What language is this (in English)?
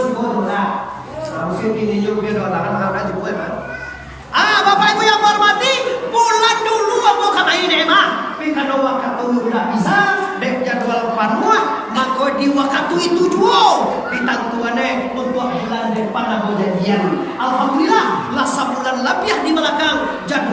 Minangkabau